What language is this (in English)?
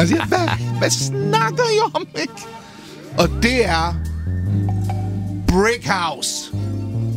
Danish